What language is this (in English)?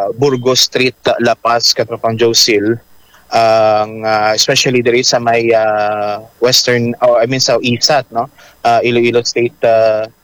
Hiligaynon